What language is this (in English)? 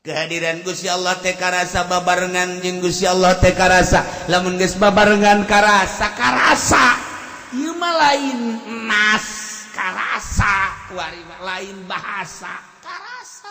Sundanese